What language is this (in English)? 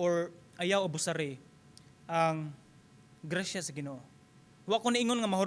Cebuano